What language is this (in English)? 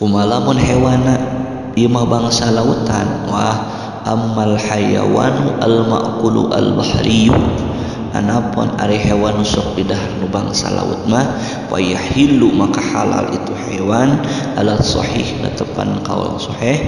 Sundanese